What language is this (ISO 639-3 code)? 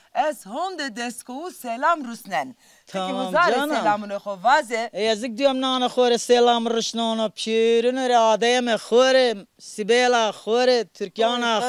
zza